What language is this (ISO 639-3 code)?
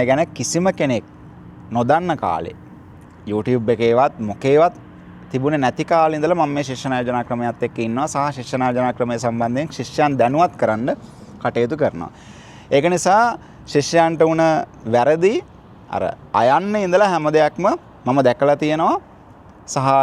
sin